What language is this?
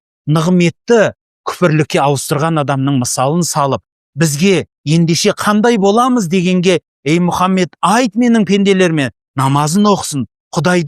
Kazakh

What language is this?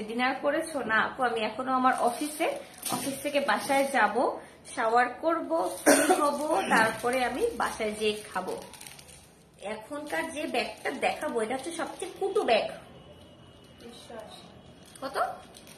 Bangla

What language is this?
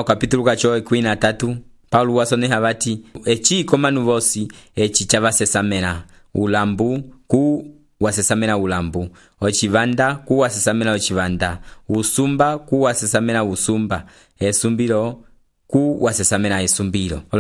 Umbundu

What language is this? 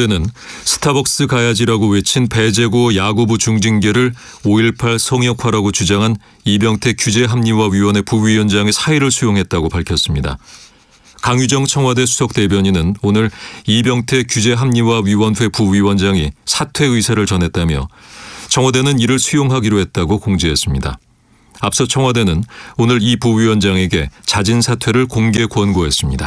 Korean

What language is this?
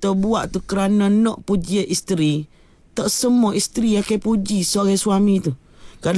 Malay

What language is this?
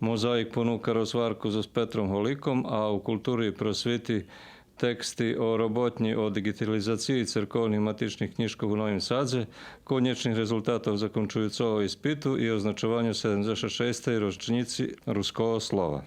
Rusyn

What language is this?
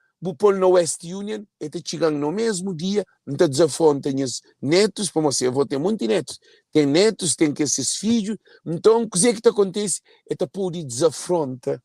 Kabuverdianu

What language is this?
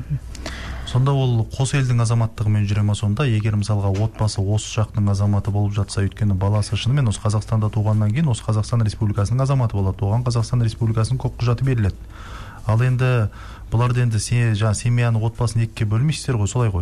Kazakh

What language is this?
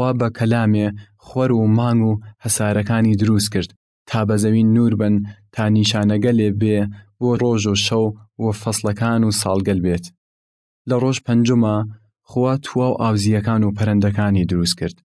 Southern Kurdish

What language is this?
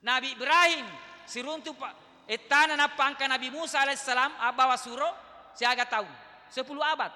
Buginese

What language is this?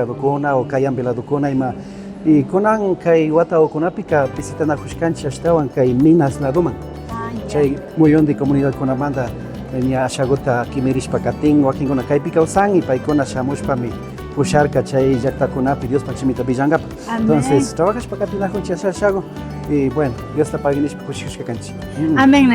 Imbabura Highland Quichua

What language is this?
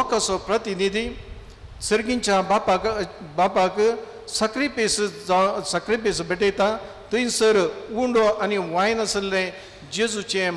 Konkani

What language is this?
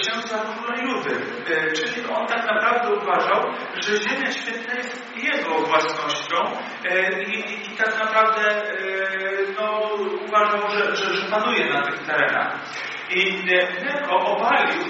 Polish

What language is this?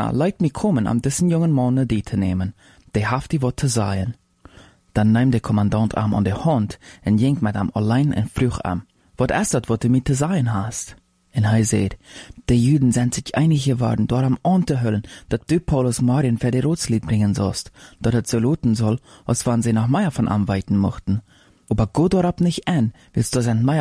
Plautdietsch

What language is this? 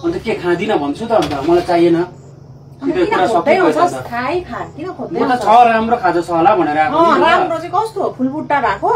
Nepali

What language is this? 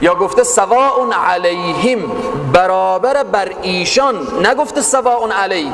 Persian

